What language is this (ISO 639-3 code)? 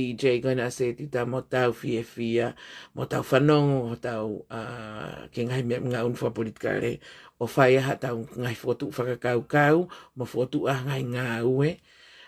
ton